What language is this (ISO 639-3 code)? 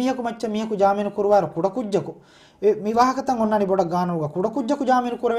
div